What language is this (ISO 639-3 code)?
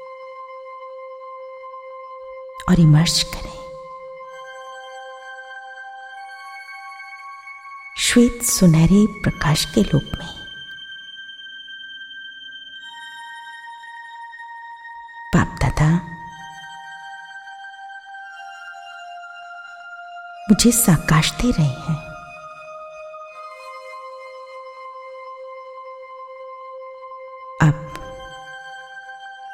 hin